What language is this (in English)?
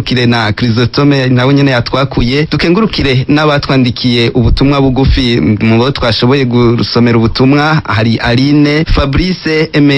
Rundi